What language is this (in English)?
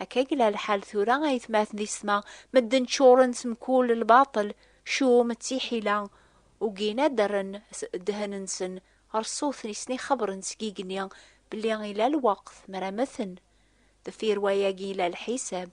Kabyle